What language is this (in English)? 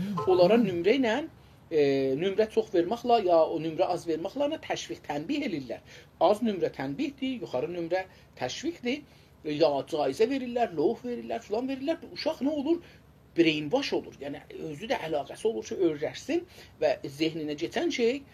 South Azerbaijani